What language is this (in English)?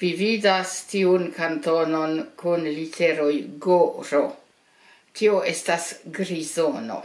Esperanto